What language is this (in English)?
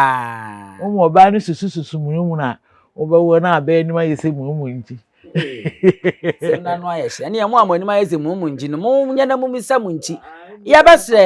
Akan